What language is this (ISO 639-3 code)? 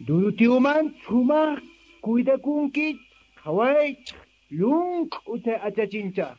quh